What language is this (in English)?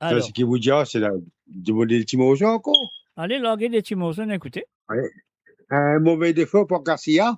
Morisyen